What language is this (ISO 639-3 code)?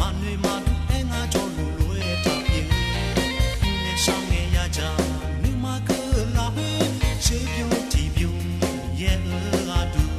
ahk